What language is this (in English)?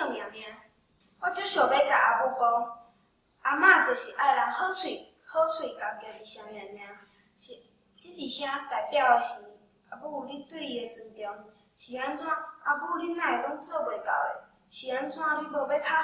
Min Nan Chinese